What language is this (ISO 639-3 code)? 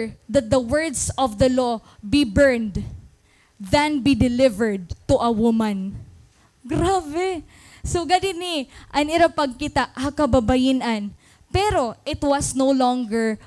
war